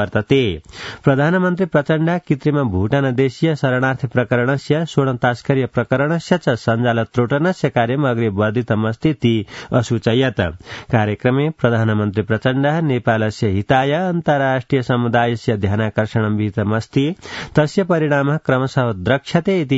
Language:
Sanskrit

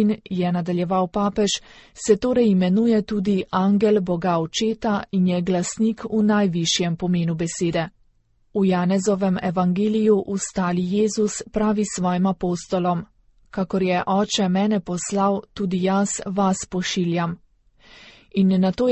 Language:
Slovenian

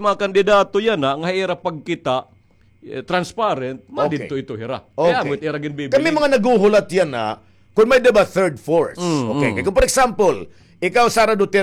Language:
Waray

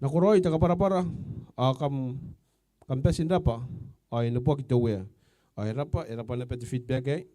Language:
Gilbertese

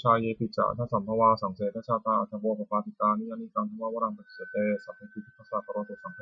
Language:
Pali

